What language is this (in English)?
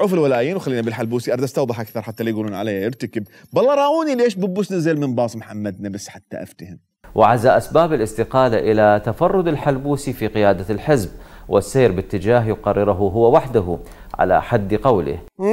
Mesopotamian Arabic